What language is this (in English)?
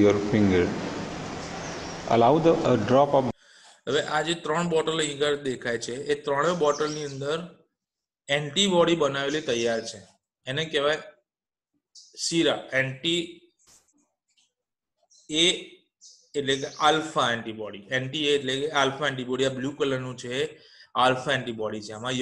Gujarati